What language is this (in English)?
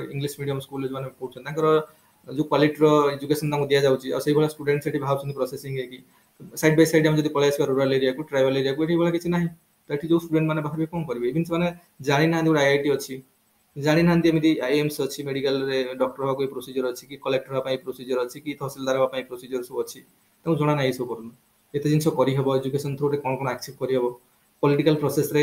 Odia